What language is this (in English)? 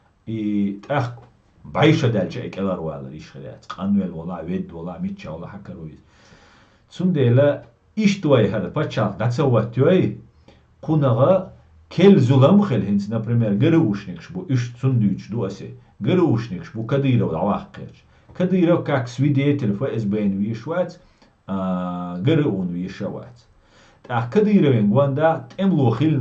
Chechen